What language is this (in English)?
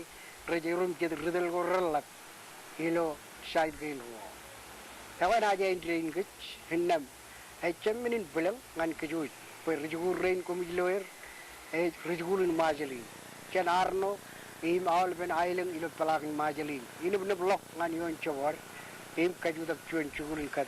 Marshallese